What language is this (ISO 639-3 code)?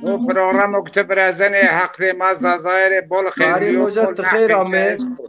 zza